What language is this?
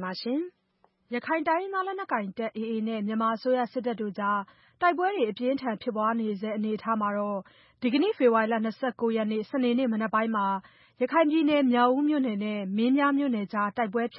Burmese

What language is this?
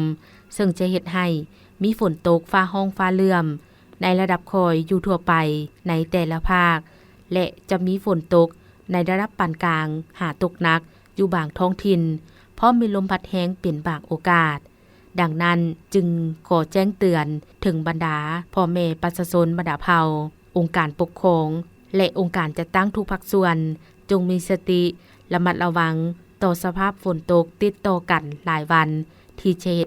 Lao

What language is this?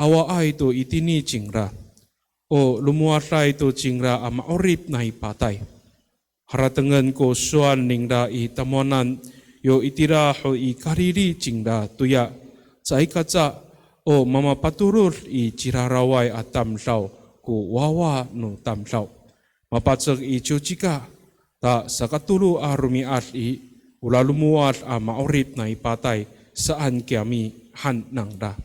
Amis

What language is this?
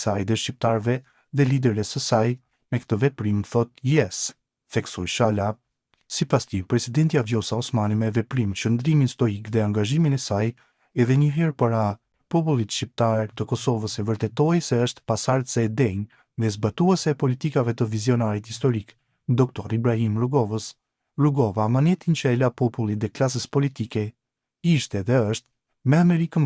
Albanian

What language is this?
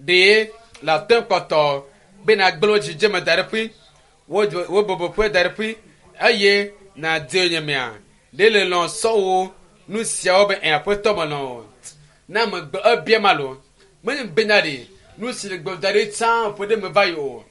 Ewe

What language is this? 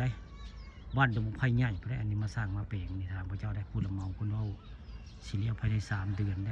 Northeastern Thai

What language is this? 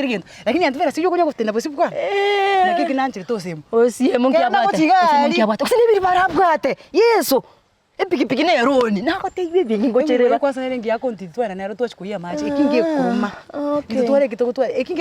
Gusii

